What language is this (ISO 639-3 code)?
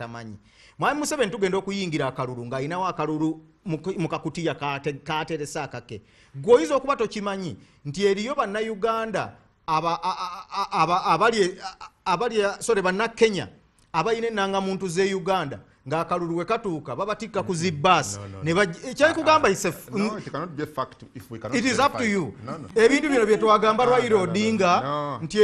lug